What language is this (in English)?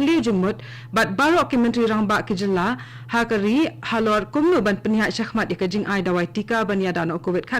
Khasi